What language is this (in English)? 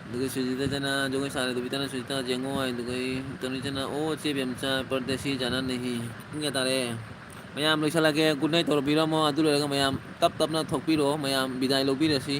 Manipuri